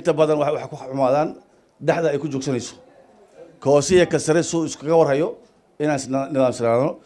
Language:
Somali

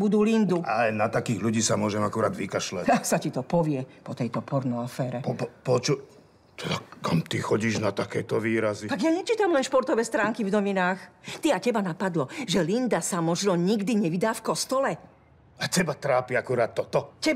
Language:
Slovak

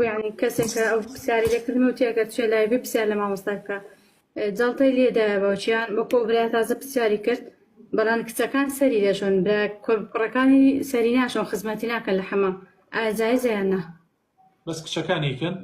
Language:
Central Kurdish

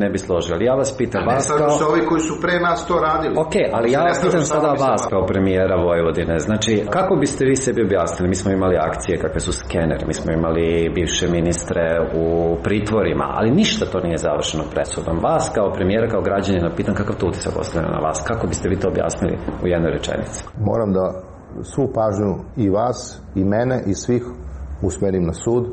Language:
Serbian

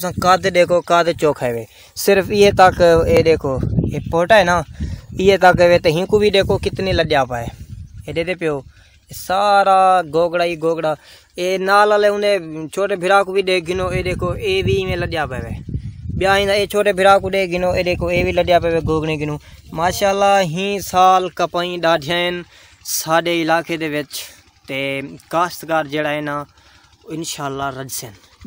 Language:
Saraiki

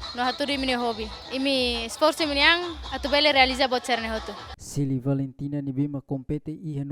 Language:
Tetum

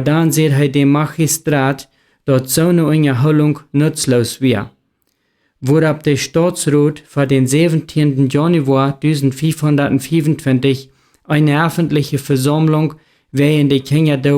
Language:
Plautdietsch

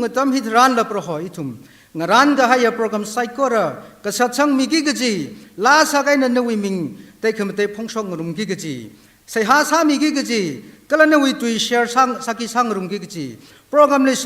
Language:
Tangkhul Naga (India)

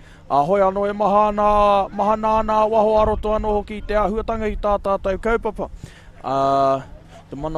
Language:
Māori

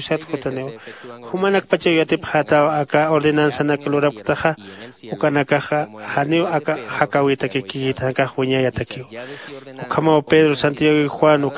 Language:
Aymara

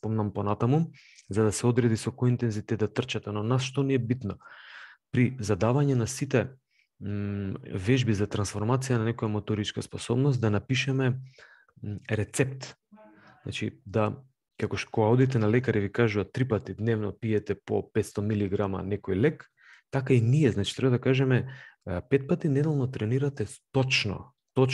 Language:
Macedonian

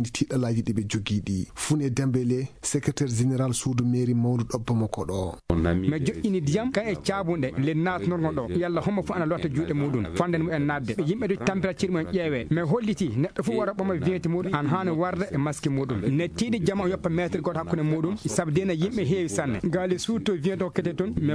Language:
Fula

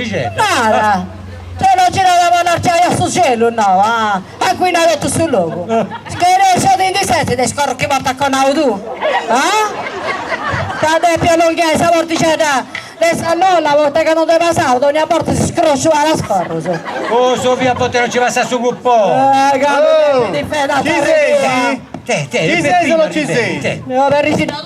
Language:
Sardinian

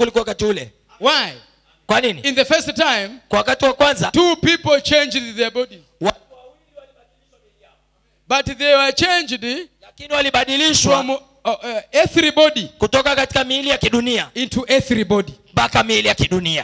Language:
Swahili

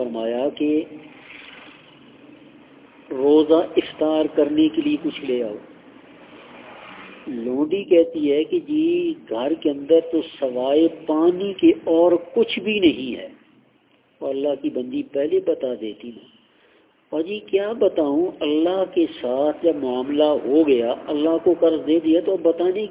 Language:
Urdu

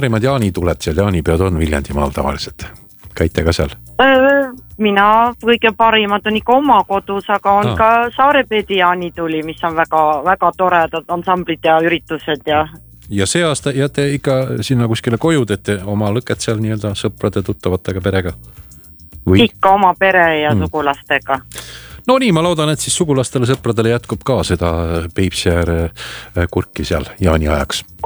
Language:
Estonian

